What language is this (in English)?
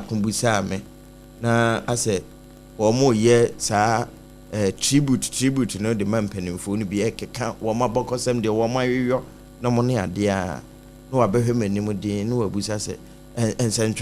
Akan